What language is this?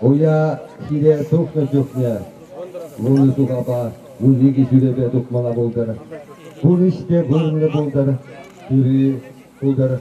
Chuvash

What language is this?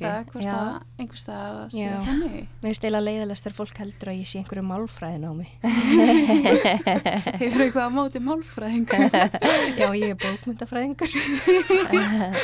Icelandic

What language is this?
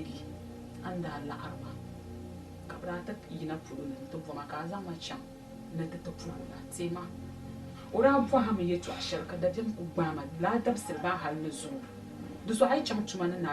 Dagbani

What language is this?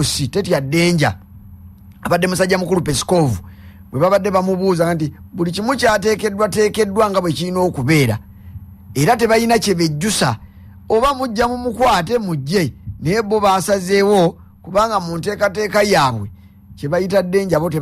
Ganda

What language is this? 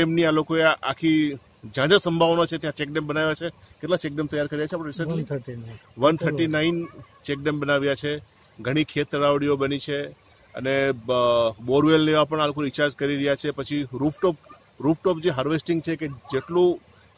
Gujarati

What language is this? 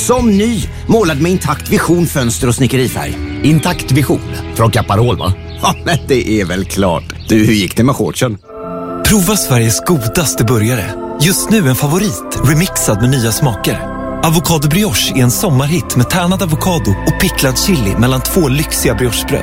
Swedish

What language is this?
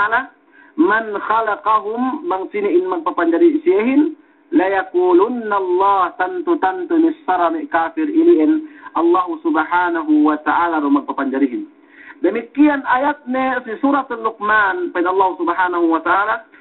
Yakan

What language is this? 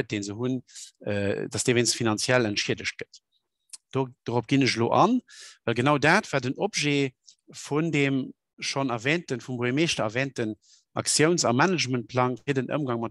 Luxembourgish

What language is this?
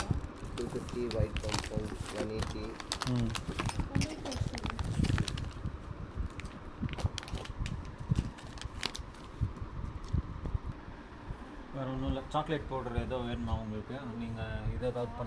Tamil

